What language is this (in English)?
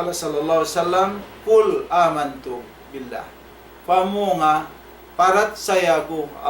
Tausug